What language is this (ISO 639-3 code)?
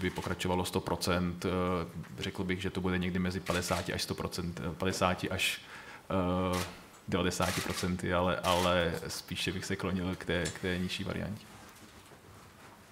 ces